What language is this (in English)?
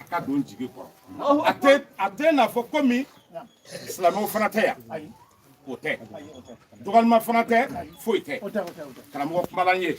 Bambara